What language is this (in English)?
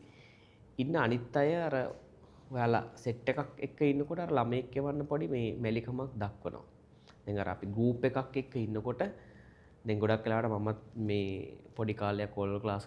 Sinhala